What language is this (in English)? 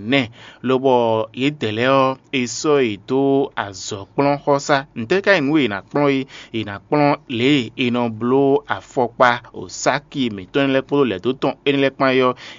Fon